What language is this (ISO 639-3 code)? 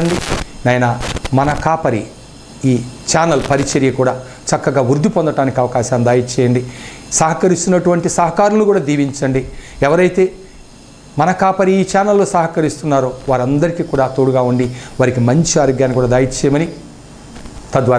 tel